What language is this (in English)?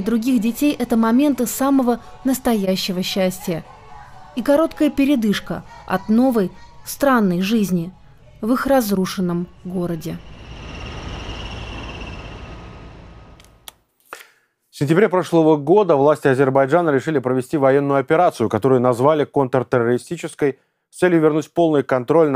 Russian